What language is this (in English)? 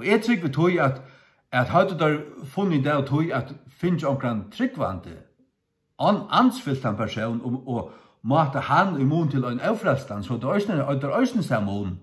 Faroese